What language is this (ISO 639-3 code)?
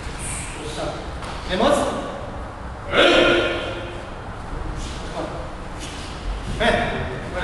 ukr